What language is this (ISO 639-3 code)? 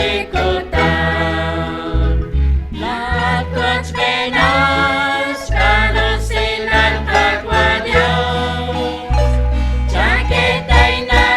kek